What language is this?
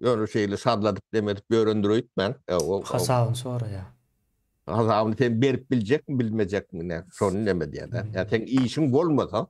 Turkmen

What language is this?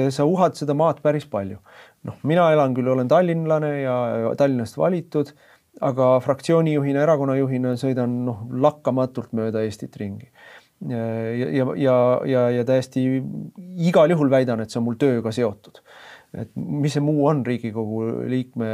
Estonian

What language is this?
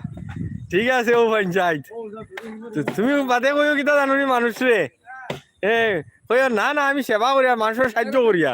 Sylheti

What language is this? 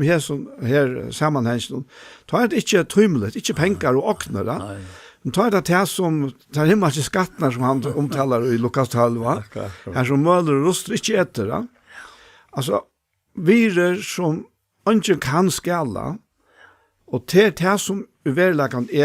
Faroese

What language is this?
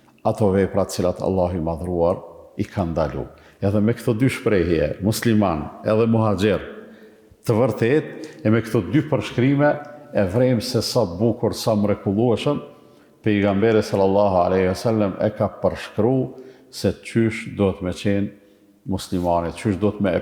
Albanian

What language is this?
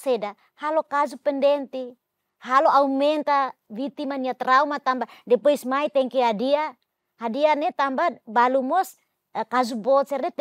Tetum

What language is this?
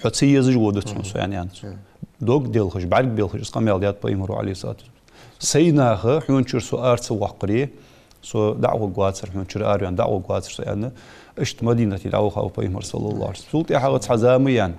Ingush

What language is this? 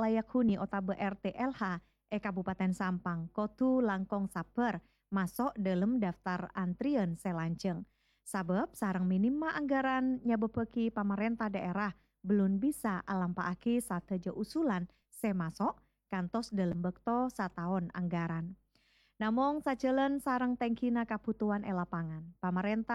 Madurese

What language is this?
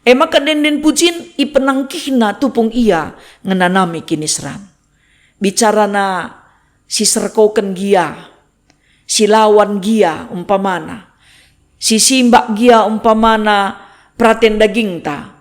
Batak Karo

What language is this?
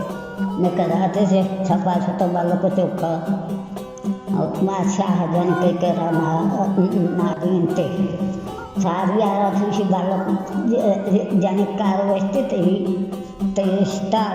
Baluchi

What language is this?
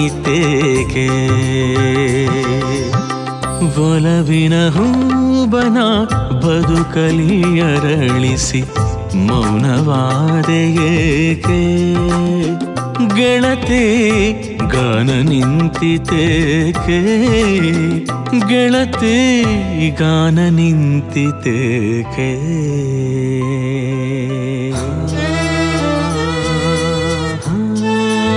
Kannada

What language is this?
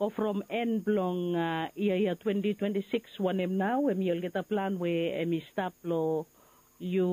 Bislama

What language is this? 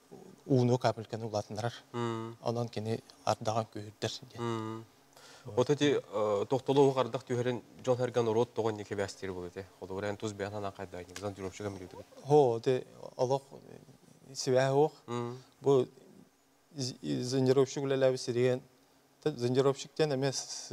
Yakut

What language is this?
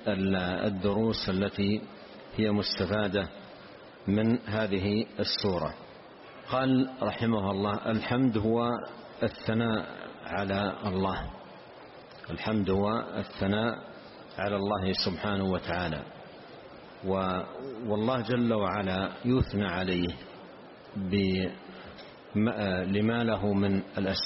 Arabic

